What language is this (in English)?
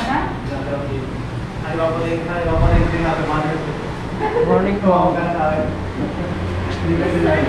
Filipino